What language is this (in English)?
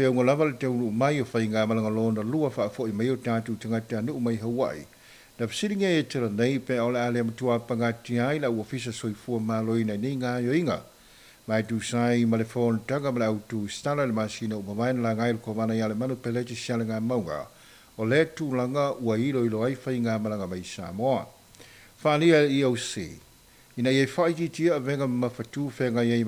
Samoan